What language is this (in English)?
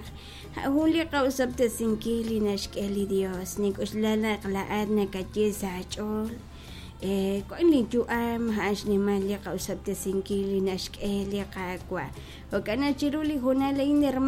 Kekchí